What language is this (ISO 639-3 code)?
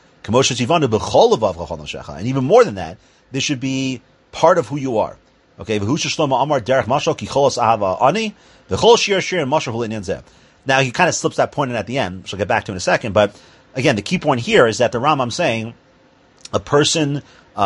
eng